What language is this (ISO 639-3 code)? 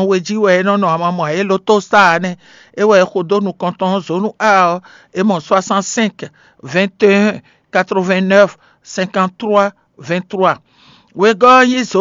fon